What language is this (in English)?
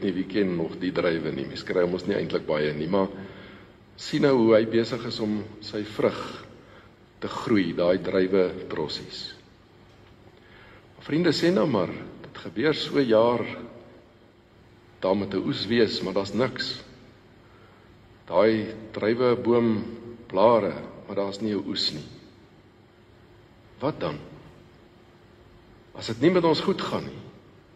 Afrikaans